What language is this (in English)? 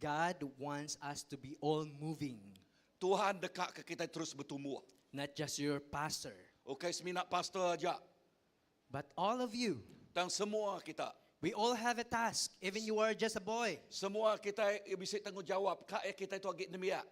Iban